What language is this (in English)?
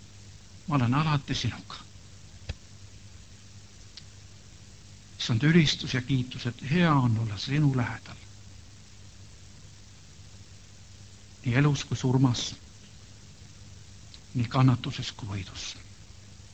Estonian